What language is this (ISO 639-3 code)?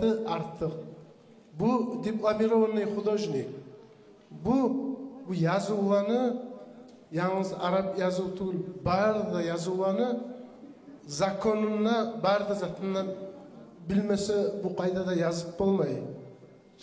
kum